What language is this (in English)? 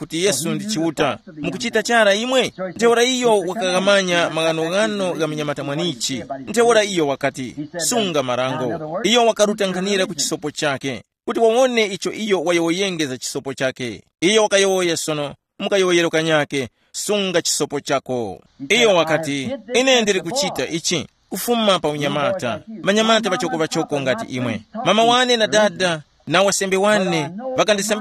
Tumbuka